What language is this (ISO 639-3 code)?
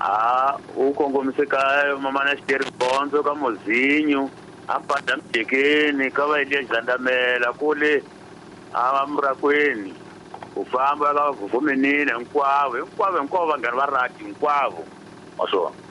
tso